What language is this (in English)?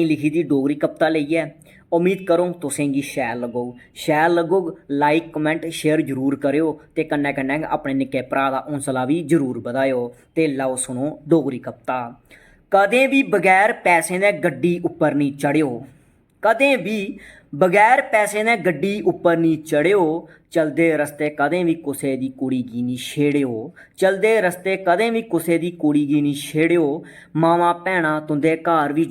Dogri